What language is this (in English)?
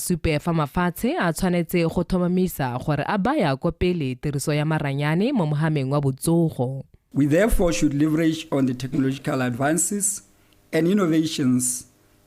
Tswana